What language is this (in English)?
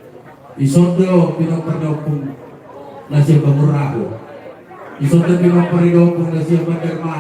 Batak Toba